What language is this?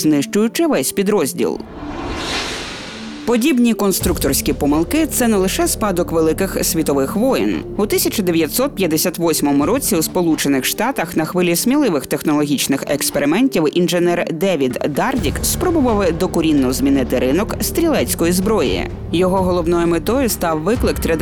Ukrainian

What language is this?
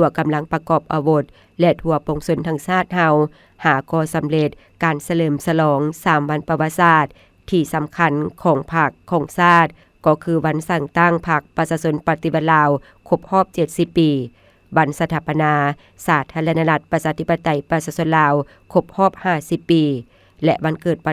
Lao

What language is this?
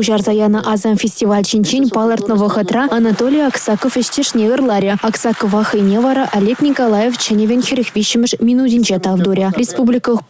Chuvash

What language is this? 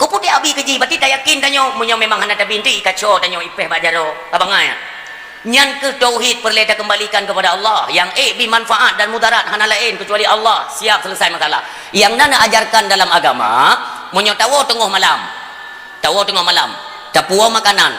Achinese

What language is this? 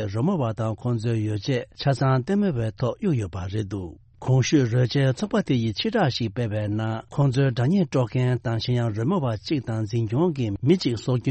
Tibetan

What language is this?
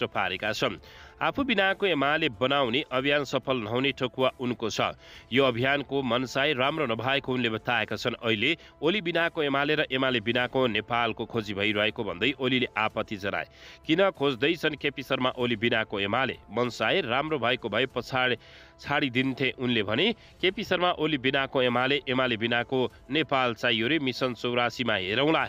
Nepali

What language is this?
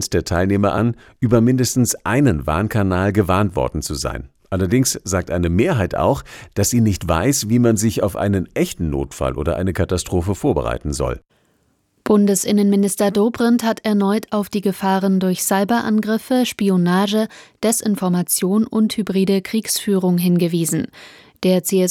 German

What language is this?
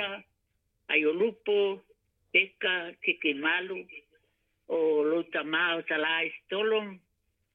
Samoan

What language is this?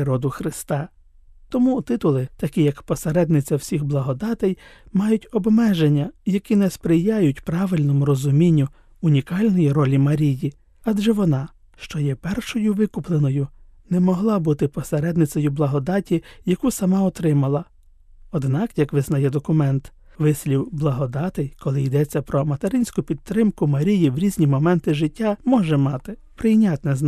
Ukrainian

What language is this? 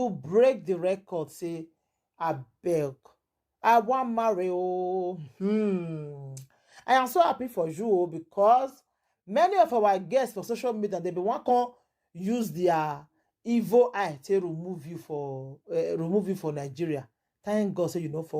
Nigerian Pidgin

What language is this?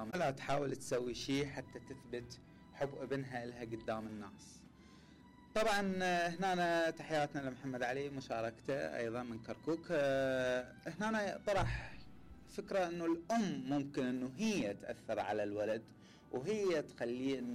Mesopotamian Arabic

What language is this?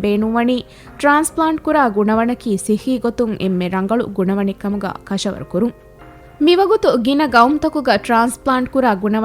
Divehi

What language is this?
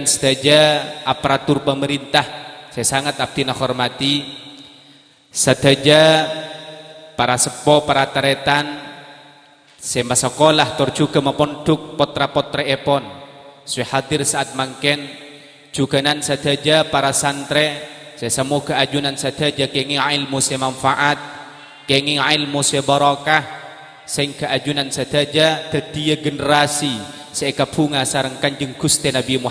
Madurese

